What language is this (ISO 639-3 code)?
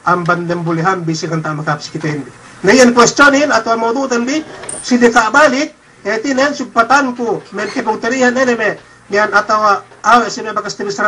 yka